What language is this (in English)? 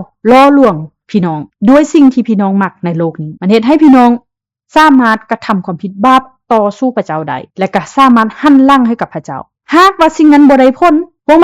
Lao